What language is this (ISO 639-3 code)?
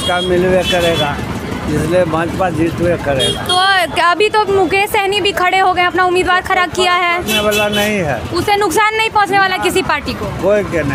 hin